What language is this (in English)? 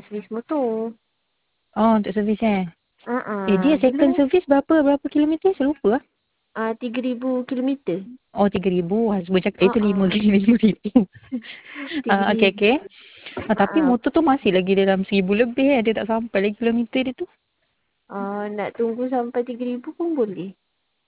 Malay